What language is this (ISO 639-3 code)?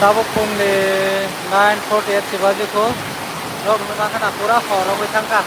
trp